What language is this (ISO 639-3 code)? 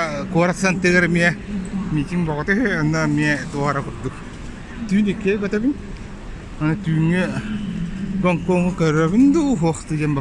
sah